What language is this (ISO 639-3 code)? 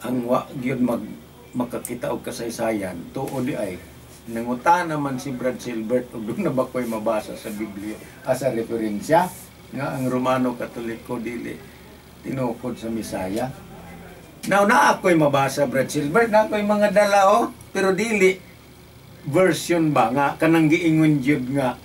ceb